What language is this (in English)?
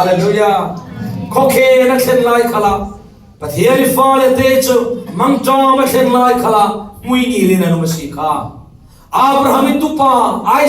Falam Chin